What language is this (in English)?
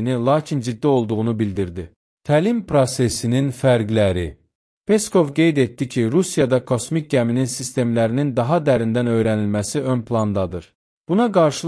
Azerbaijani